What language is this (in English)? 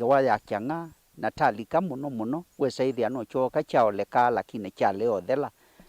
Kamba